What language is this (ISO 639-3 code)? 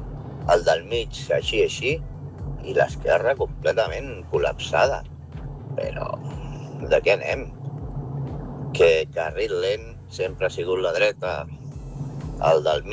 cat